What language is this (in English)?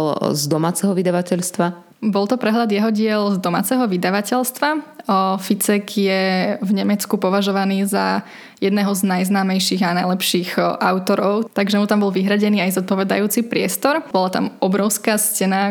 Slovak